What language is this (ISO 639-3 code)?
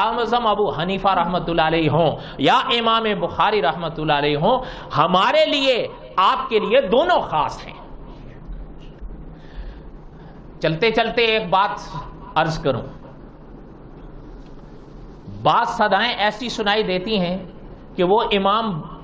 urd